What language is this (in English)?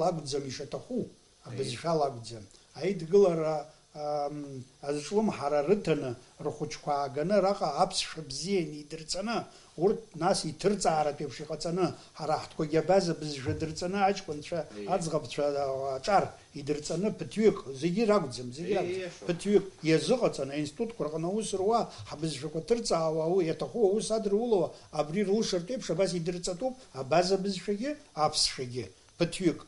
Abkhazian